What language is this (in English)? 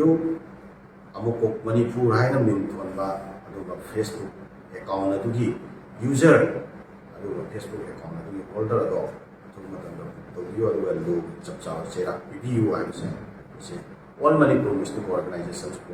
Manipuri